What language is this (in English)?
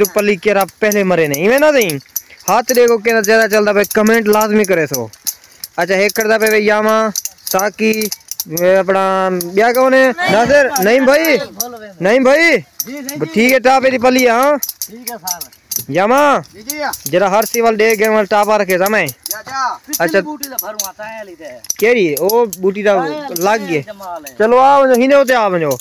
Saraiki